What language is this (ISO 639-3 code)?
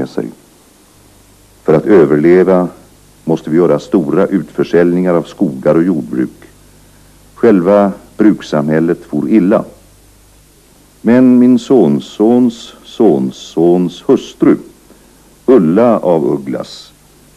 swe